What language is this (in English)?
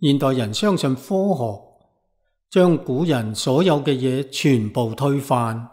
Cantonese